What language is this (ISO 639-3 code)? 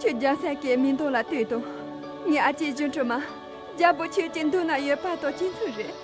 khg